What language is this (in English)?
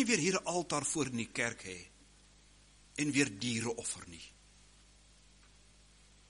Afrikaans